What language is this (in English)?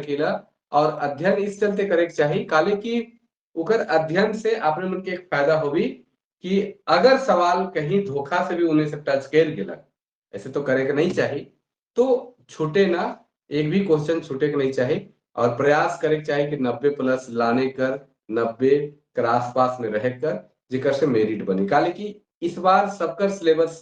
Sadri